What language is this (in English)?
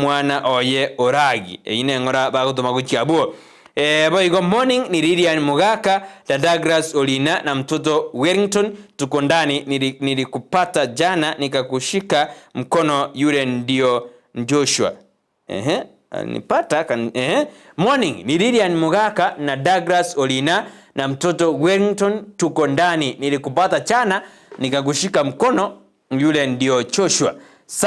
Gusii